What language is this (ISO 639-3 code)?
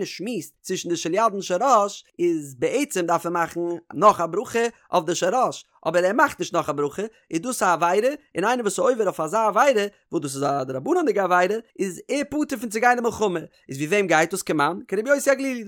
yid